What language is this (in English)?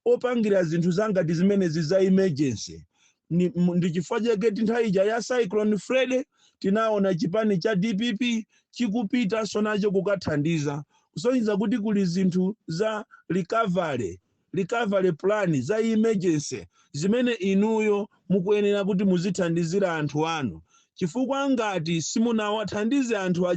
Nyanja